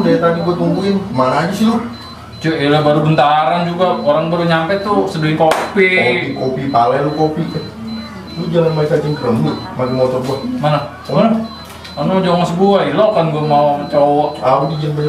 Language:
Betawi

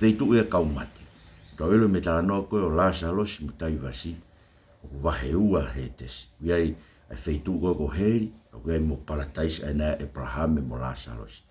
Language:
Tongan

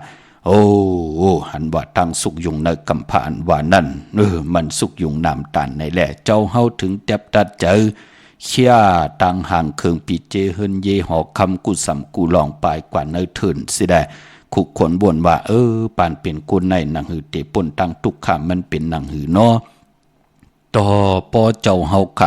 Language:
Shan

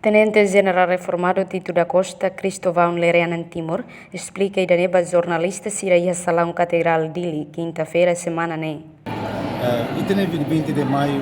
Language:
Tetum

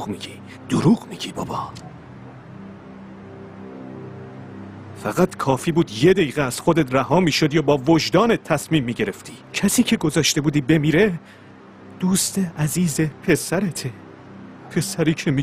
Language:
Persian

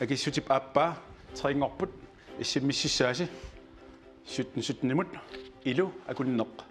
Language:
Kalaallisut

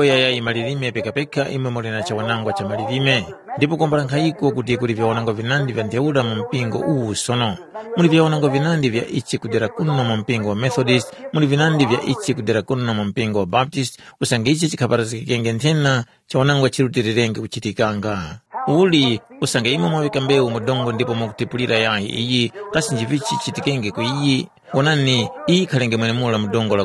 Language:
Tumbuka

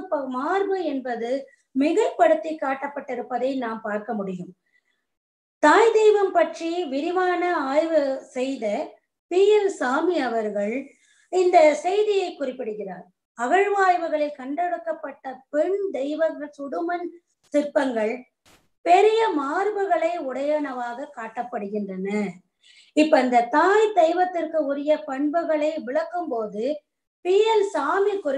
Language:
Tamil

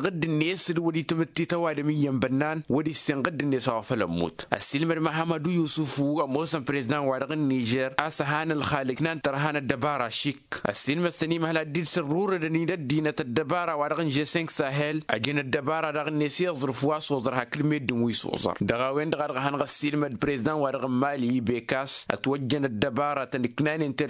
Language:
Tamasheq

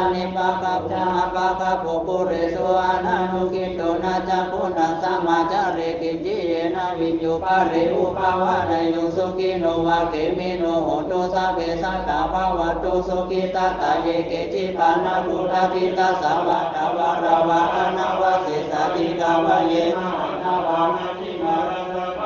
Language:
Pali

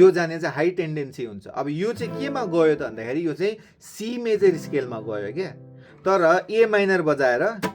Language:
Nepali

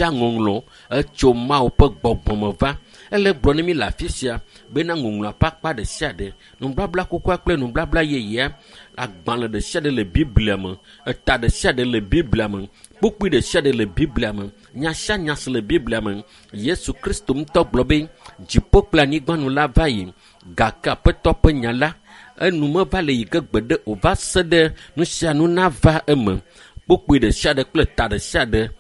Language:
Ewe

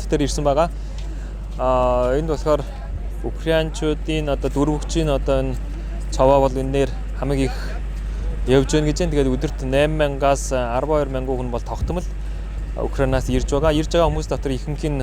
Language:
Mongolian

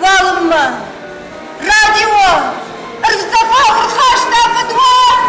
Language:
Ossetic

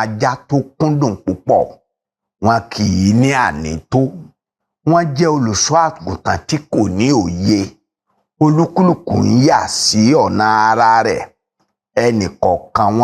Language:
Yoruba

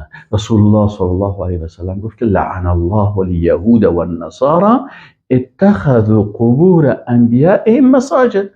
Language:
Persian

